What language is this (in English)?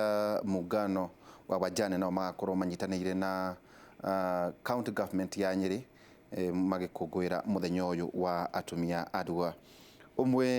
Kikuyu